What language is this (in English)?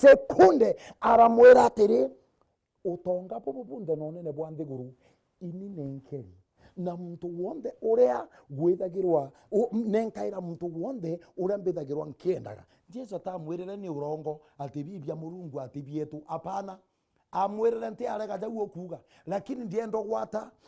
Meru